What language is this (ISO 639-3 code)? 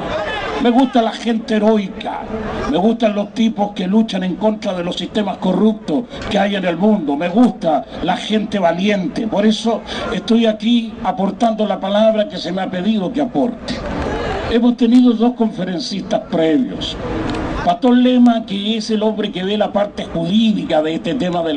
spa